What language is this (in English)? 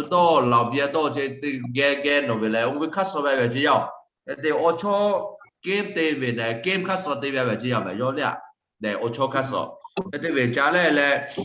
Lahu